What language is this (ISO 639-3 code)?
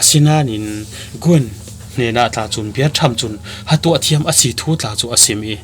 cfm